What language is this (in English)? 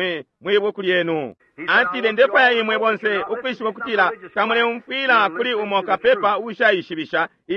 Bemba